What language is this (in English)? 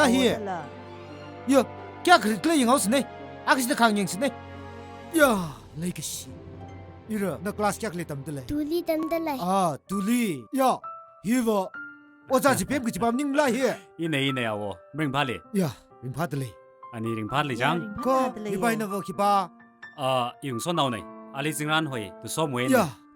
Tangkhul Naga (India)